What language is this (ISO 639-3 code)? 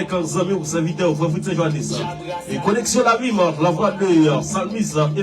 hat